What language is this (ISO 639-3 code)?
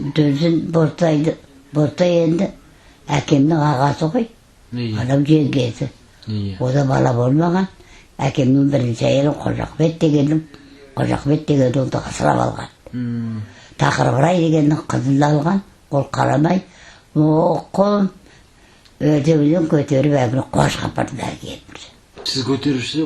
kaz